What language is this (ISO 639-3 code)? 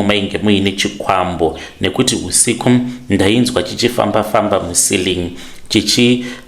sna